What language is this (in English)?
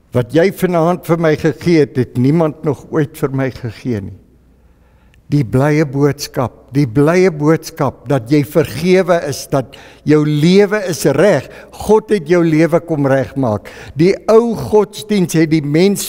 Afrikaans